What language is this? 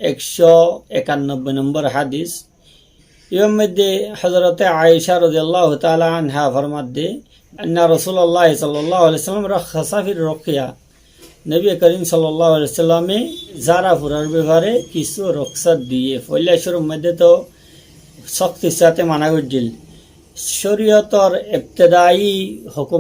Rohingya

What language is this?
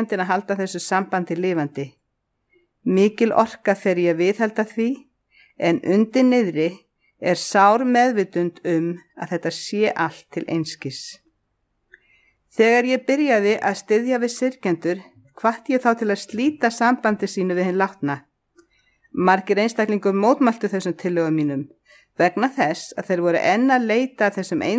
Icelandic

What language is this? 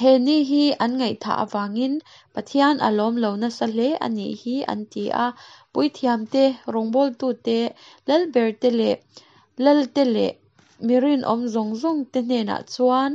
Mizo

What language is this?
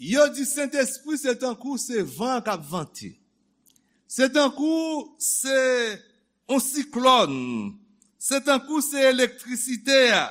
Haitian Creole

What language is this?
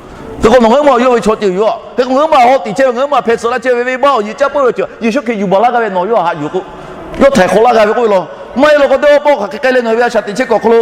Lahu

